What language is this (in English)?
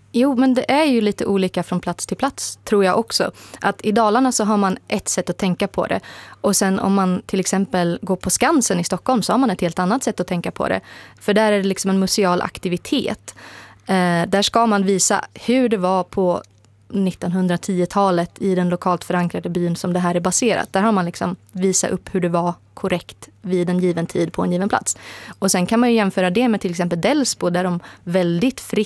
Swedish